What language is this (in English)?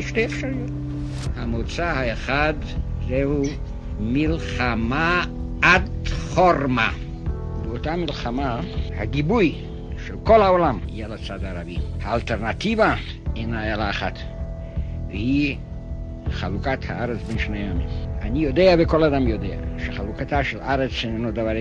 Hebrew